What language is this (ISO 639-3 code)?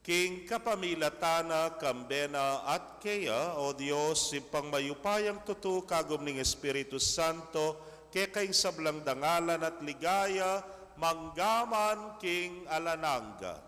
pam